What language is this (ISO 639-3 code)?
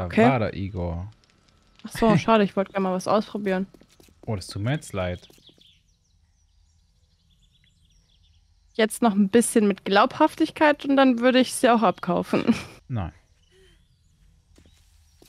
deu